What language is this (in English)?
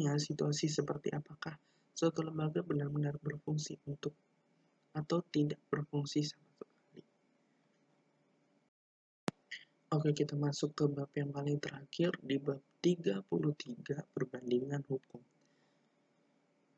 Indonesian